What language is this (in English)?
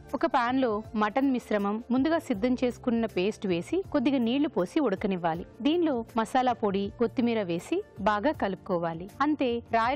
Telugu